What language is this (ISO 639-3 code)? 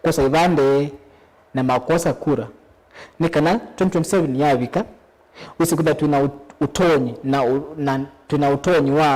kam